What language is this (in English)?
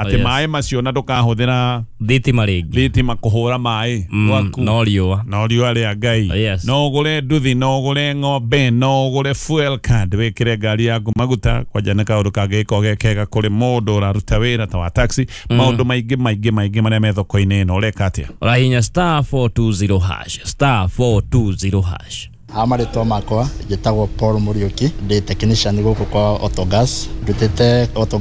Kikuyu